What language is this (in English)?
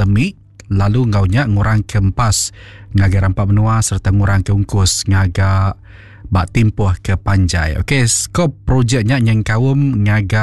Iban